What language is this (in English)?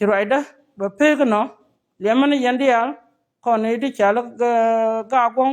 Nuer